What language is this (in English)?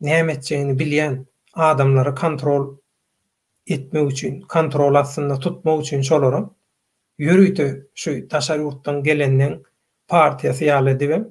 Turkmen